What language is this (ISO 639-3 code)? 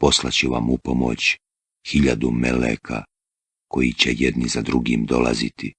bos